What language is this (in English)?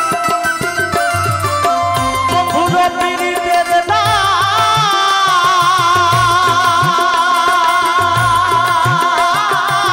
Bangla